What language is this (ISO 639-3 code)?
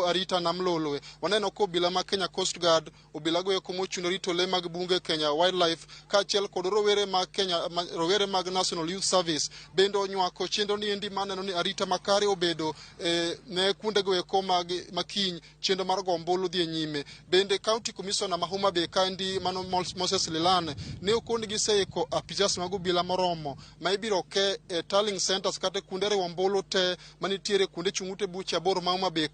luo